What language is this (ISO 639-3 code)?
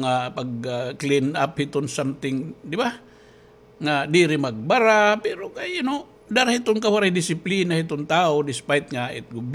war